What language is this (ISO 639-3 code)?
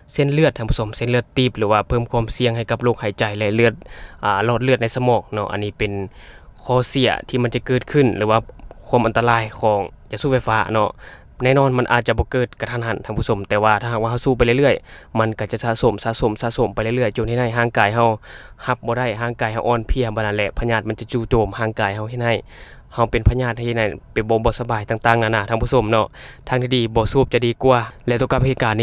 lao